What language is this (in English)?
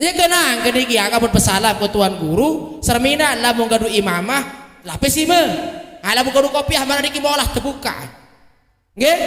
Sasak